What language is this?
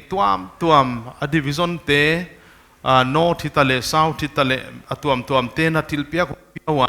Paite Chin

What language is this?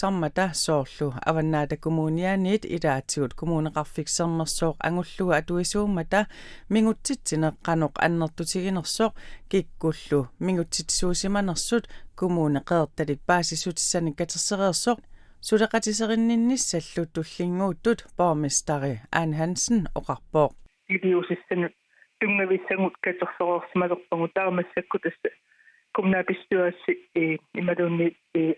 Kalaallisut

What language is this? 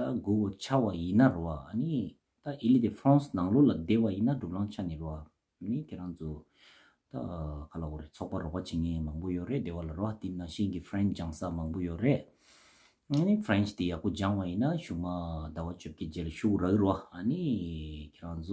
Tibetan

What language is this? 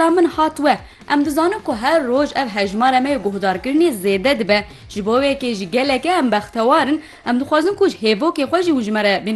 Kurdish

